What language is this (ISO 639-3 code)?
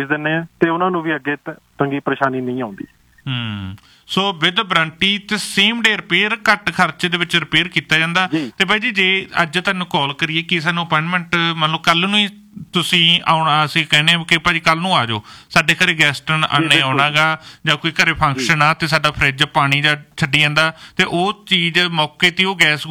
pan